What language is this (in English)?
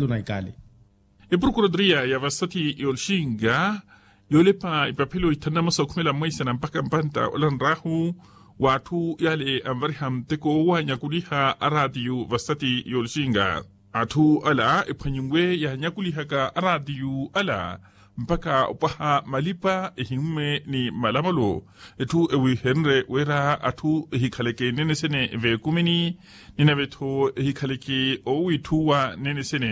Makhuwa